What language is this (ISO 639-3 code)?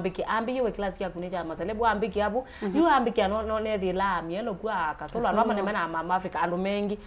kam